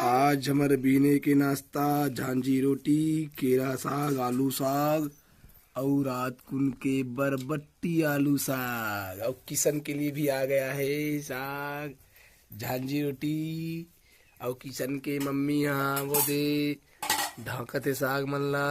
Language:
Chhattisgarhi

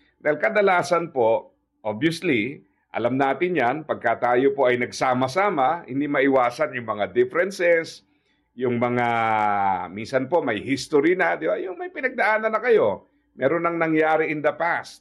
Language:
Filipino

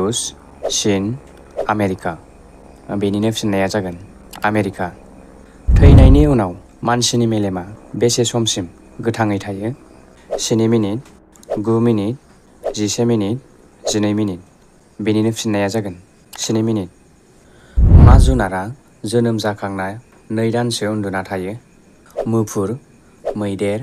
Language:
Bodo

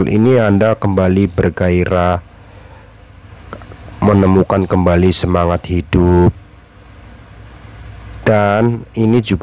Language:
Indonesian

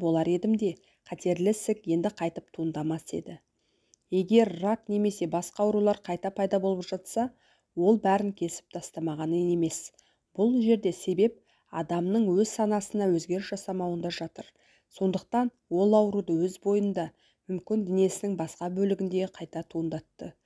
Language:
Kazakh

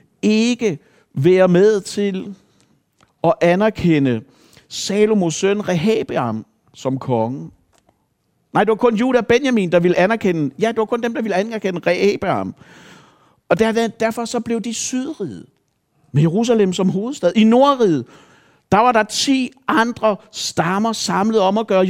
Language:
Danish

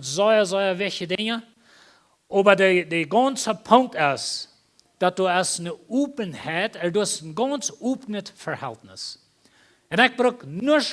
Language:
Plautdietsch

